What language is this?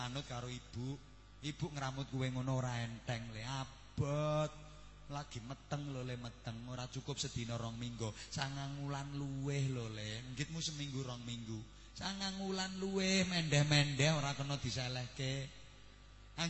Javanese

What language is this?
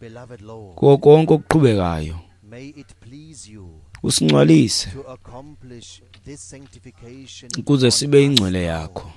Xhosa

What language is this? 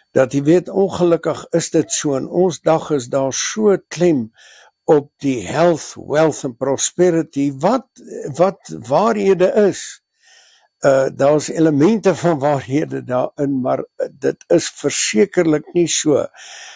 Afrikaans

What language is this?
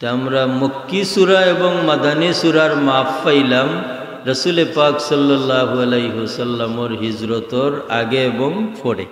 Sylheti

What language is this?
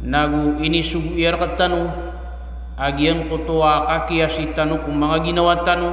Maranao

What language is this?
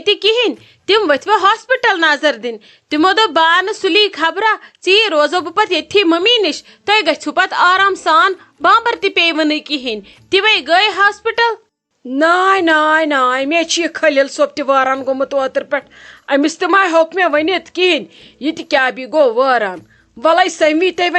Kashmiri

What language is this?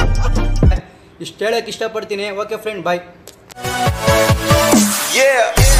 Kannada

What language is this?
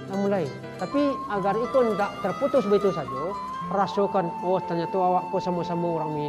Minangkabau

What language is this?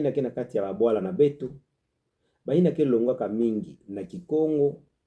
Kituba (Democratic Republic of Congo)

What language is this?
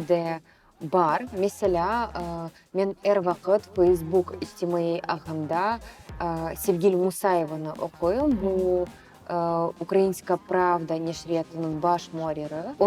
Crimean Tatar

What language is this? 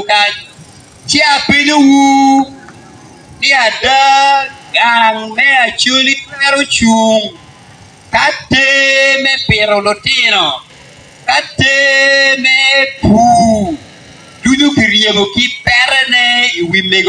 Acoli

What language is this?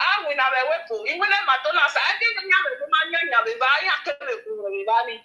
Nigerian Pidgin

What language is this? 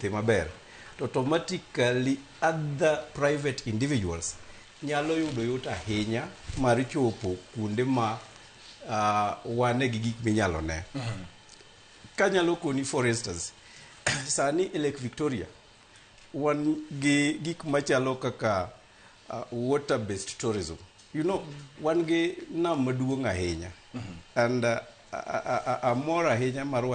Luo (Kenya and Tanzania)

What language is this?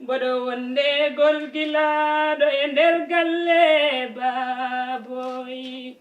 Fula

